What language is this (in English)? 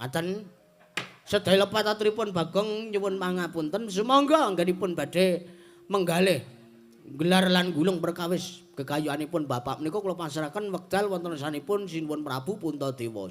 Javanese